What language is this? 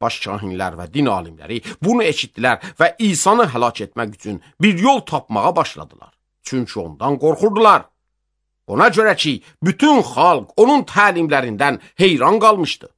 Azerbaijani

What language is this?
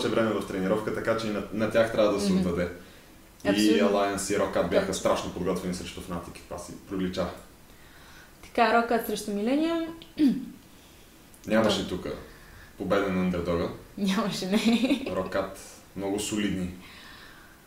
Bulgarian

